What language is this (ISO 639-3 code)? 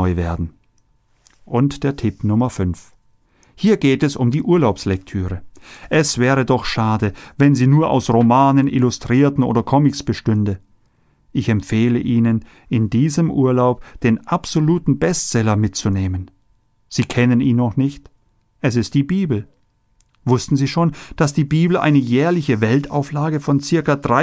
deu